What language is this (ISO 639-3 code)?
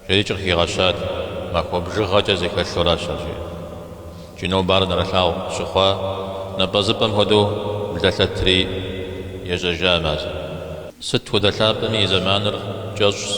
kbd